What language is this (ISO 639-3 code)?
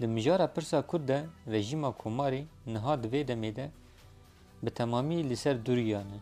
kur